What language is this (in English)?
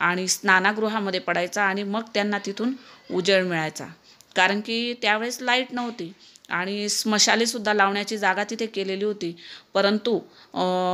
Marathi